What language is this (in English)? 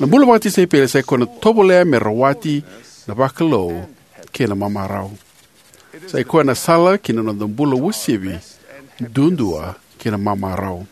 Fijian